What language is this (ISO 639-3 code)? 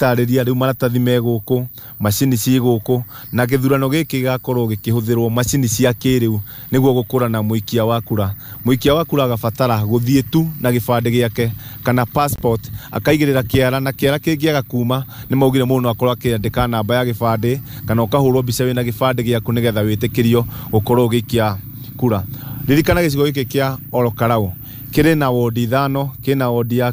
kik